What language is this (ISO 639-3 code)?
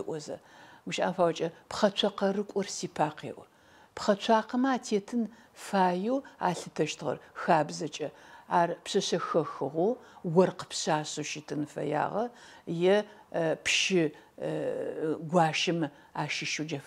ady